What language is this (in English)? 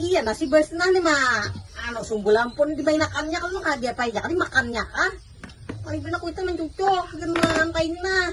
Banjar